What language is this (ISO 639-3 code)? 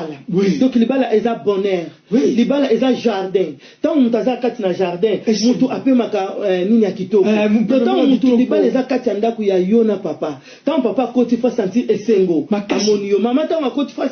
lin